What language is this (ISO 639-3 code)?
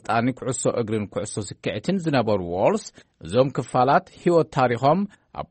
tir